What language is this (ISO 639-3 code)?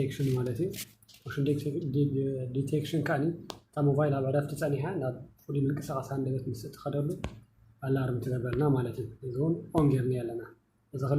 tir